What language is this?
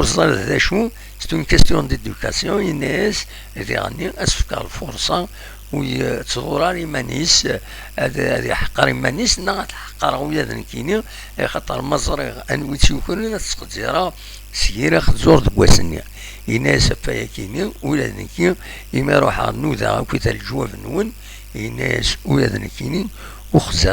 Kabyle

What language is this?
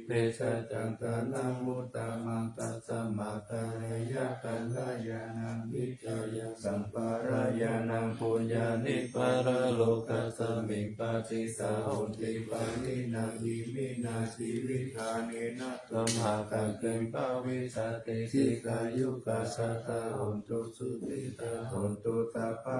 Pali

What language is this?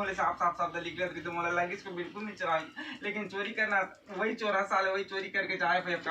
Chhattisgarhi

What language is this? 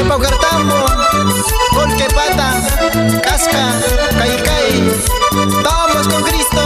Quechua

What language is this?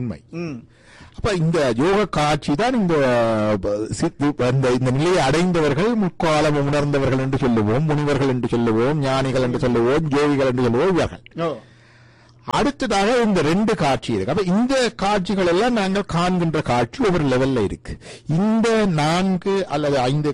Tamil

